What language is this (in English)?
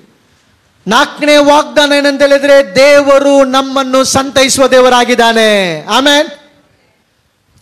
Kannada